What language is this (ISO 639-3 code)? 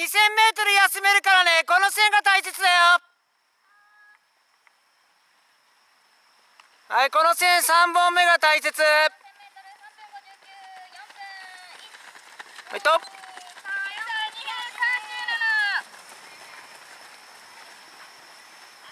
jpn